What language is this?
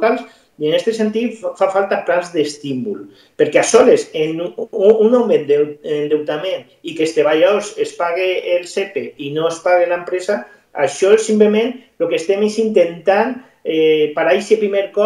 Catalan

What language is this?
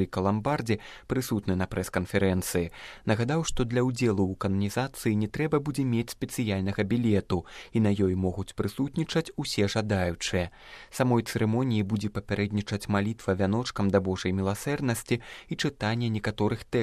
Belarusian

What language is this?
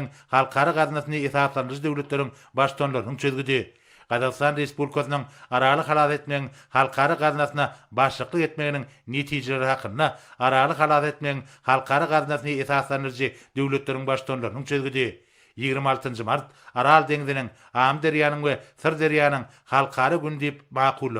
Turkmen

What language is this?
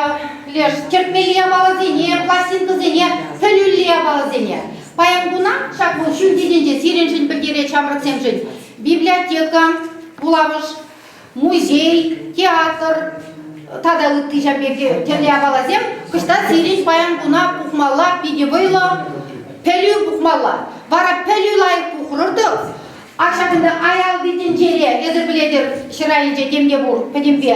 Chuvash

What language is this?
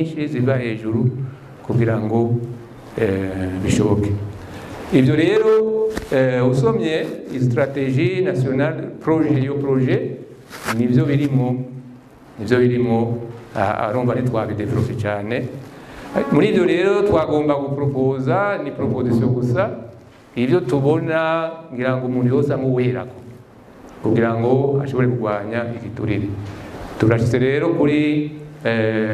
Rundi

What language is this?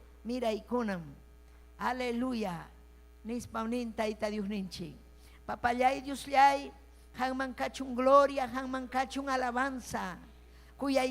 Ayacucho Quechua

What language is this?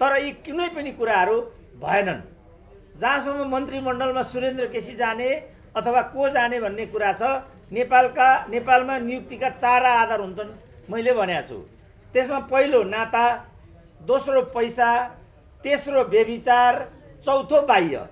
Nepali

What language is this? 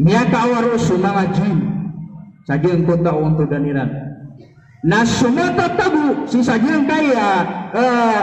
Maranao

